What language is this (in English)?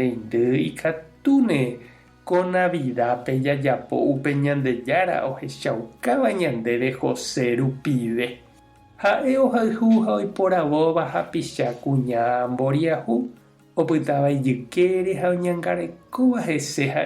Guarani